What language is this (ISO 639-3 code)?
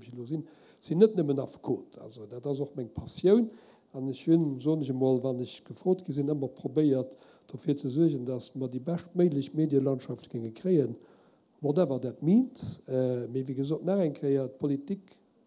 ltz